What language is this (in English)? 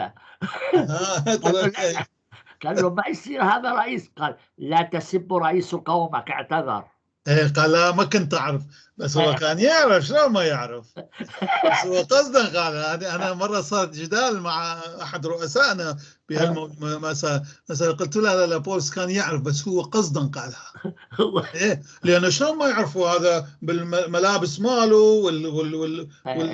North Levantine Arabic